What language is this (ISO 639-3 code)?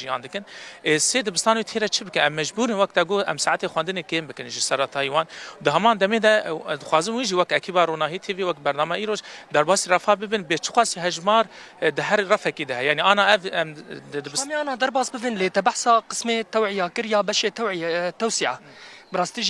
kur